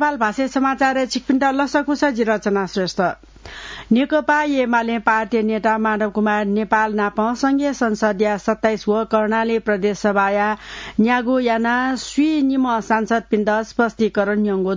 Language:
Newari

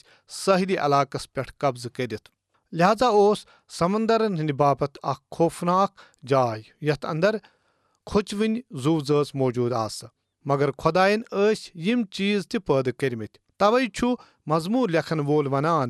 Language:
Kashmiri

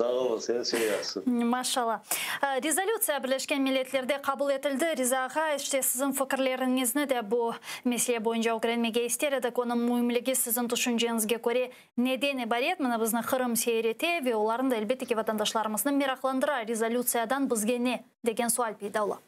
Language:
Crimean Tatar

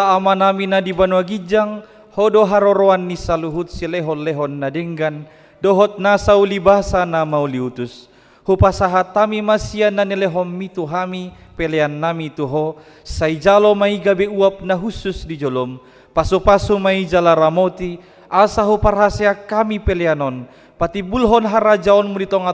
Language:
Batak Toba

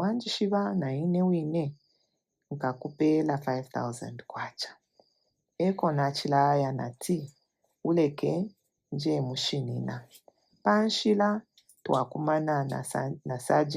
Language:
Bemba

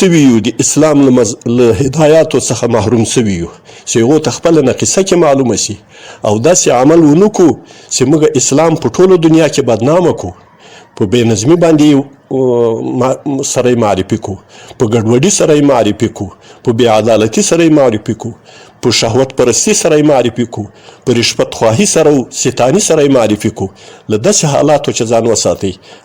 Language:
Pashto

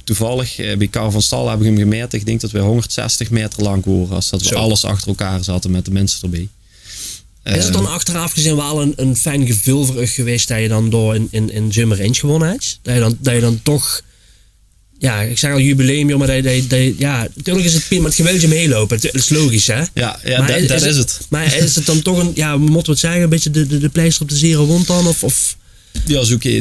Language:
Limburgish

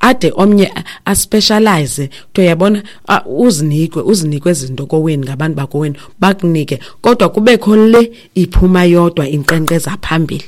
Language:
Xhosa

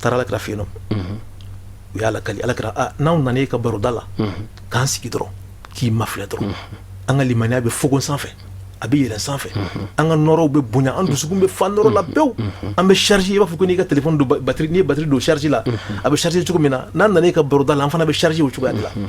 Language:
Bambara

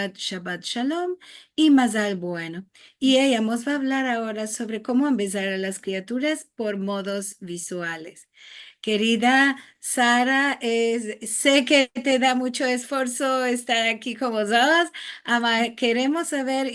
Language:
Ladino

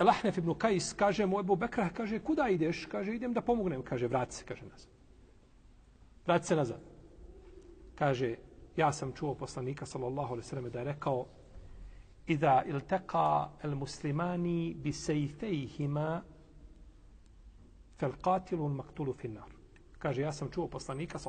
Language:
Bosnian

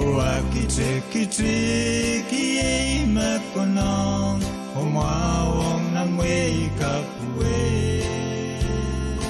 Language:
Pohnpeian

